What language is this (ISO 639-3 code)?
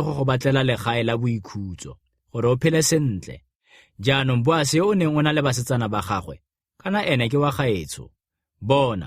tsn